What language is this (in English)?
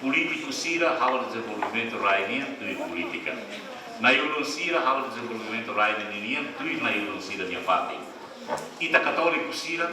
Tetum